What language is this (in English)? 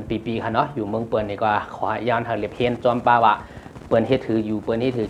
Shan